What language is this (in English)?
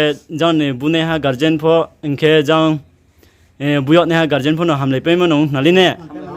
Riang (India)